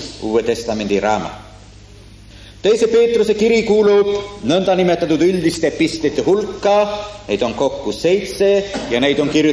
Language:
Estonian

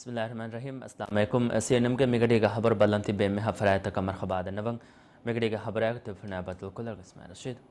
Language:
Divehi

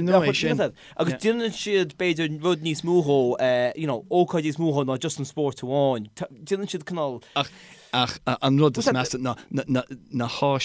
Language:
Irish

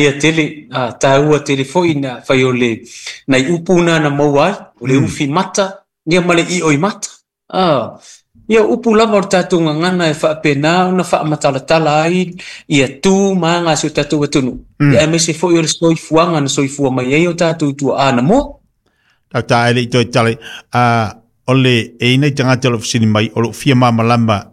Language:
Samoan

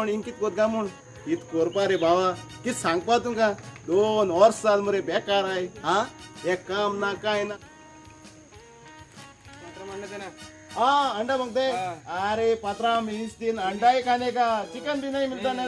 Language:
Konkani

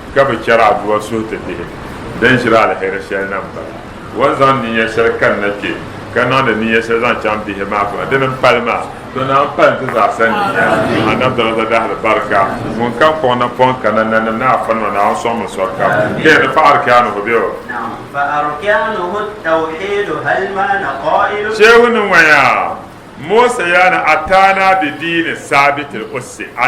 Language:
Dagbani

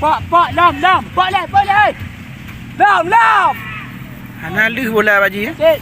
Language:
Achinese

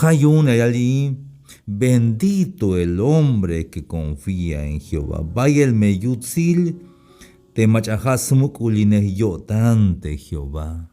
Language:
Tzeltal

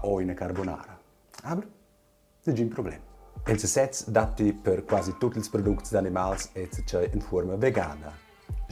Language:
Romansh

